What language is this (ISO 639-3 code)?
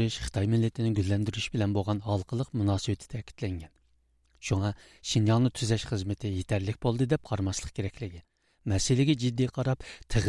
uig